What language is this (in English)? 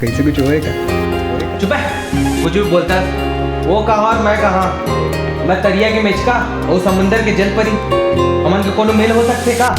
Chhattisgarhi